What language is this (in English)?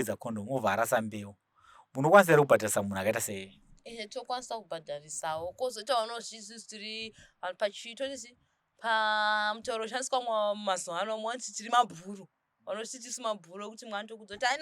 Shona